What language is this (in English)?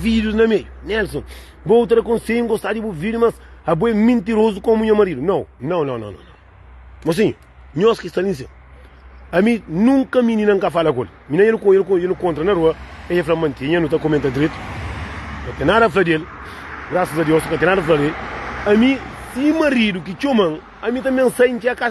Kabuverdianu